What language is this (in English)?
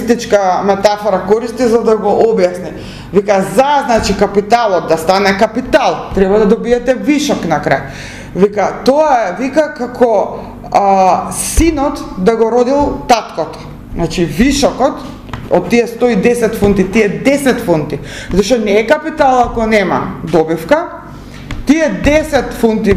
Macedonian